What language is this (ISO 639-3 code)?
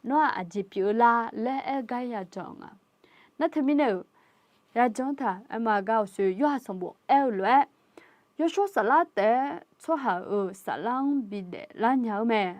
ahk